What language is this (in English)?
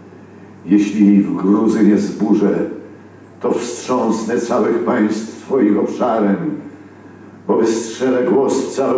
Polish